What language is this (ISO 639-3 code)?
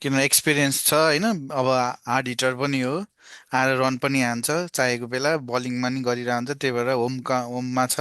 nep